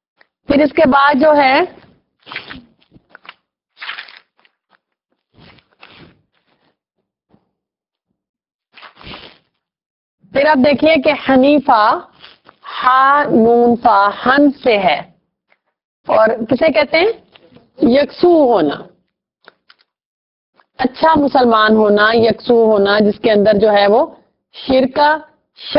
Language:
Urdu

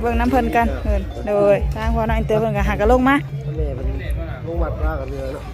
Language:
Lao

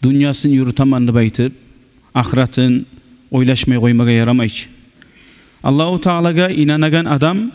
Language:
Kumyk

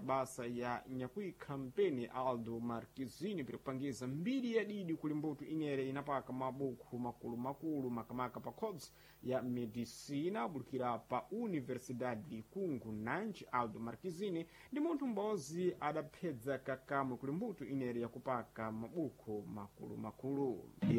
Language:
Sena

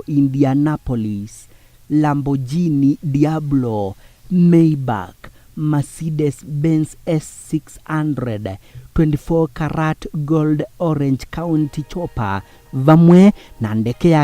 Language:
Kamba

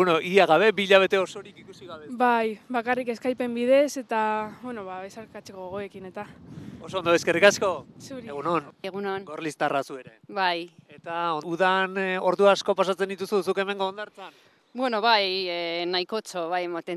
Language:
Basque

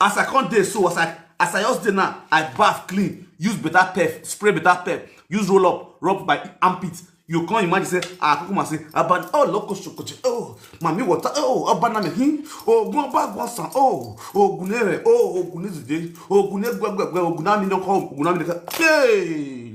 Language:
Nigerian Pidgin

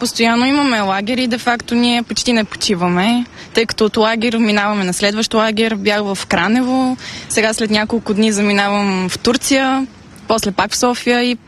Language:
Bulgarian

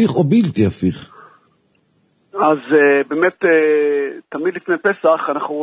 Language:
Hebrew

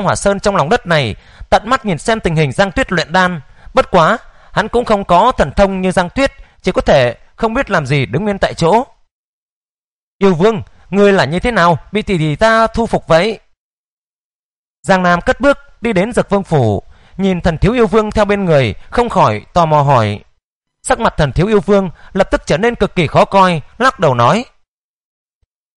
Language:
Vietnamese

